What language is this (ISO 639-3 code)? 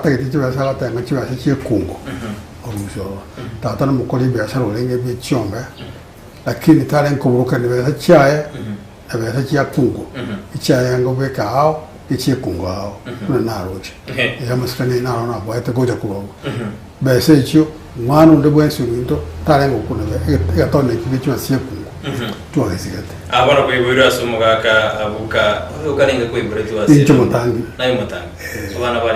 guz